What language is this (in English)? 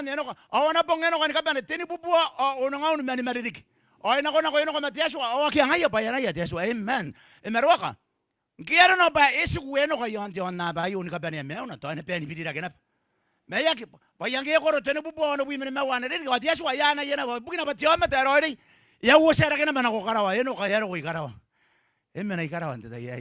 Gilbertese